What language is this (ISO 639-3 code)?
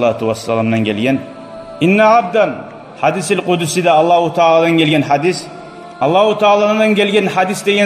kum